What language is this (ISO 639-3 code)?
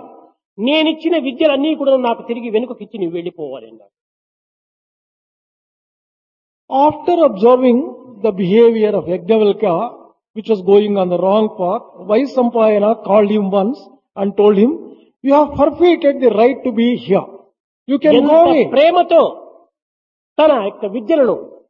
tel